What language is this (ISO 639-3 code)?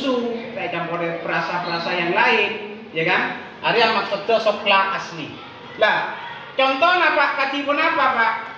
mad